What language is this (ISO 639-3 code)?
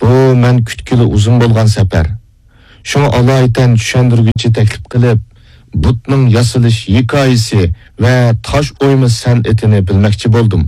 uig